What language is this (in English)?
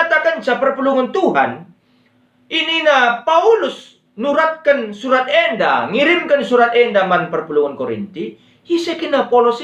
Batak Karo